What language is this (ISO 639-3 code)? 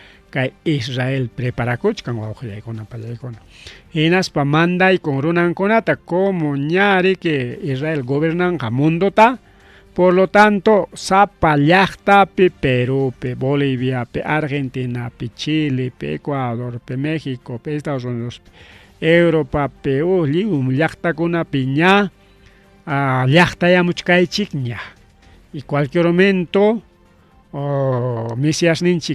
quy